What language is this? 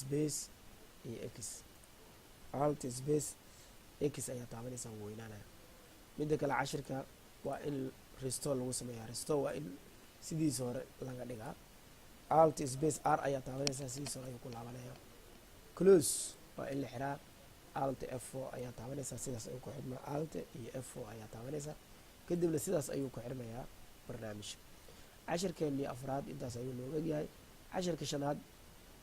Somali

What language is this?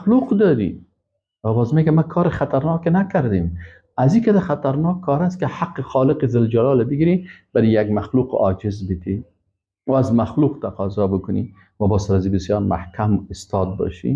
Persian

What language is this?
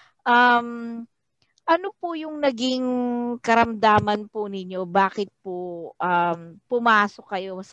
Filipino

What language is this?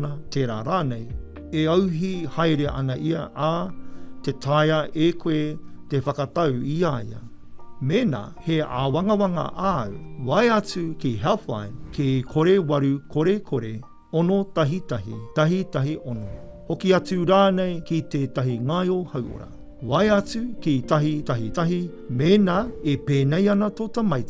Māori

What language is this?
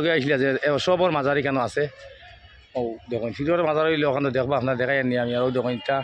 Sylheti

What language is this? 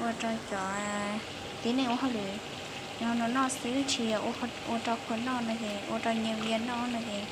Hmong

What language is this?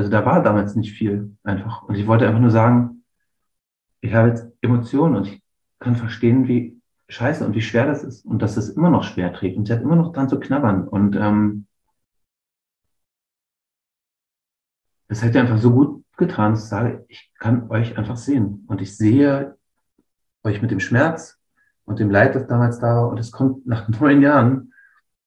German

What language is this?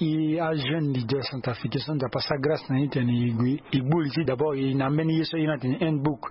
Sango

